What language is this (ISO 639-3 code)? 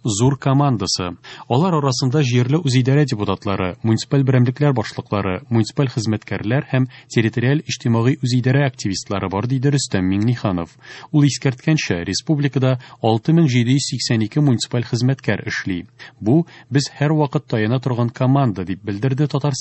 tat